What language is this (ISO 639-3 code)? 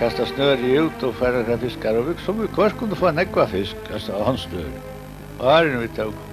fao